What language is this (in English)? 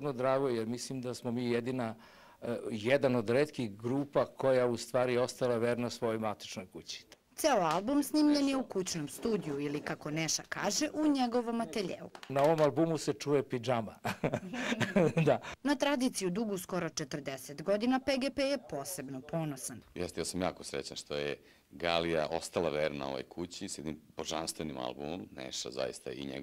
Serbian